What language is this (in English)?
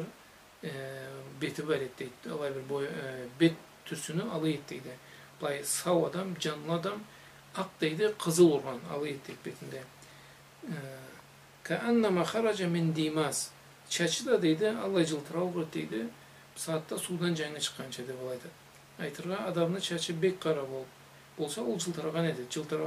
Karachay-Balkar